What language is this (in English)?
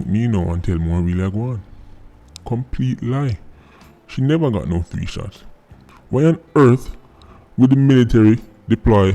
Jamaican Creole English